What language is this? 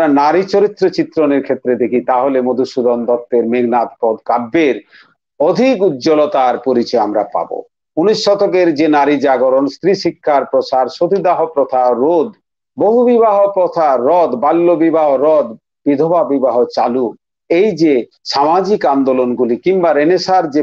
Bangla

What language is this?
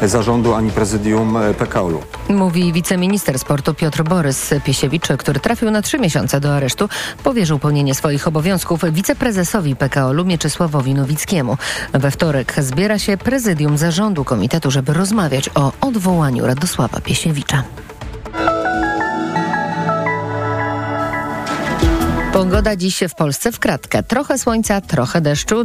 Polish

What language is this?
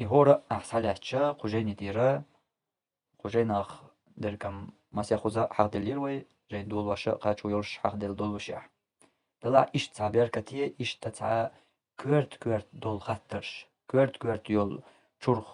Chechen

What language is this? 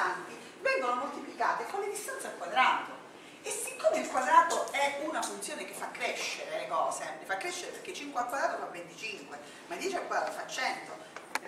Italian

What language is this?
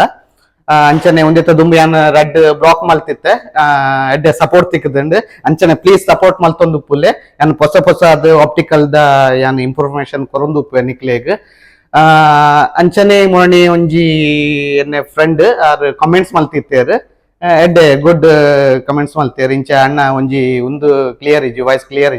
Tulu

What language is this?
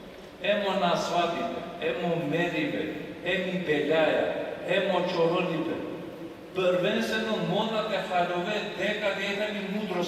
Balkan Romani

